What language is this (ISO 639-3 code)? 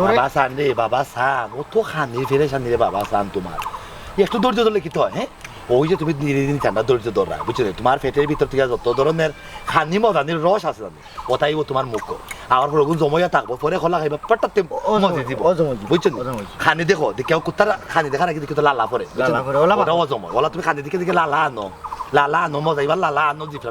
syl